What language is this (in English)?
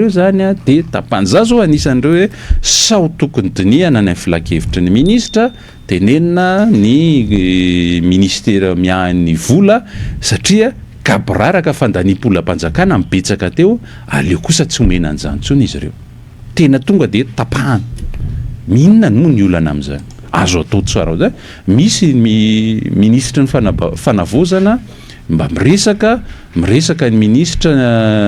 Malagasy